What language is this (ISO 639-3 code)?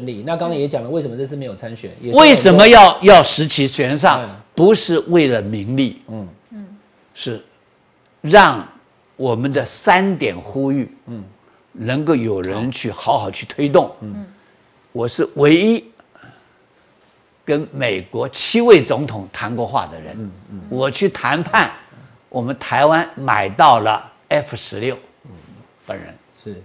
zho